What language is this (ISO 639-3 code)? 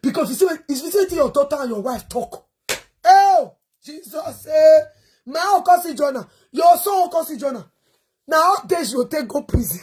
pcm